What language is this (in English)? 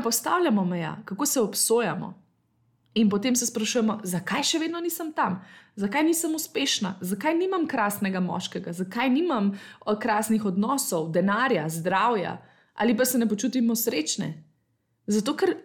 Slovenian